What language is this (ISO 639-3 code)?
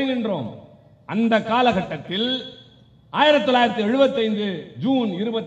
tam